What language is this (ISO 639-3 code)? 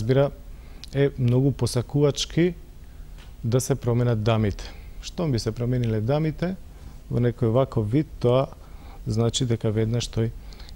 mkd